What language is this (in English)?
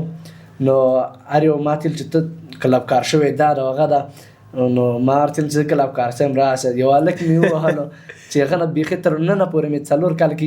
Pashto